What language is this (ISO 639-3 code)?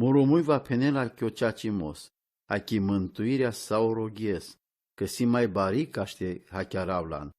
rom